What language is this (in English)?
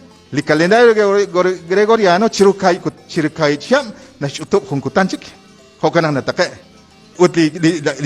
Kekchí